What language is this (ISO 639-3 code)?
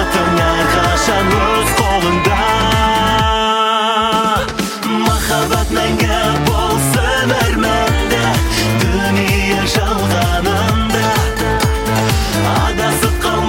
kaz